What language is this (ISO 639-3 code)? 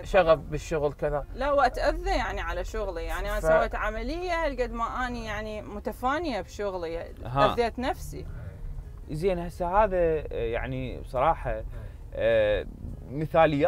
acm